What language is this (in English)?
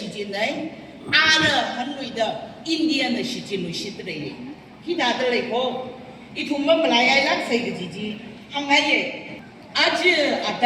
Tangkhul Naga (India)